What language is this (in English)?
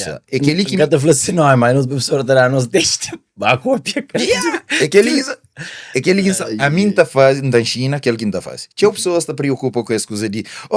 Kabuverdianu